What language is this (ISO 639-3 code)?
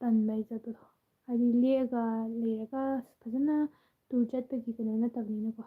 mni